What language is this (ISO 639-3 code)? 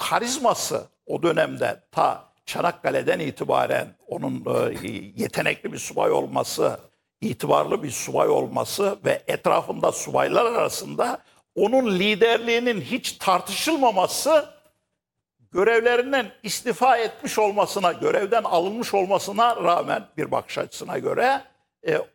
tur